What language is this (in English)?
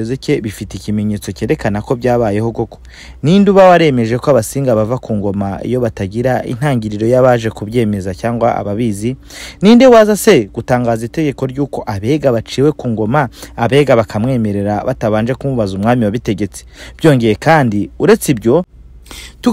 Kinyarwanda